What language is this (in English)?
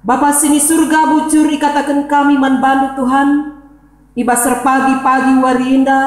Batak Karo